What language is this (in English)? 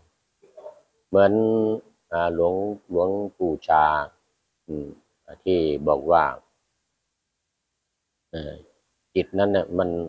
Thai